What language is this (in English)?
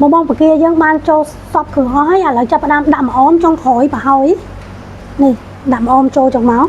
Khmer